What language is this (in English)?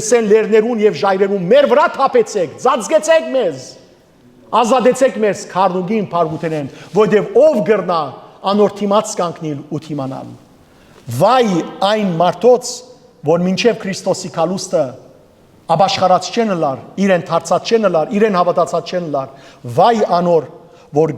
Western Armenian